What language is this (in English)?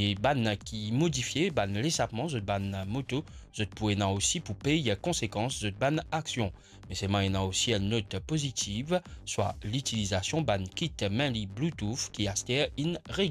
Morisyen